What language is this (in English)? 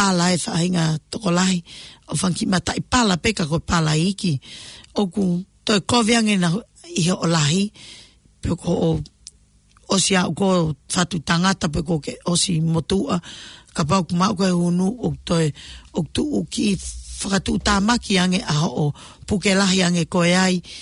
Tongan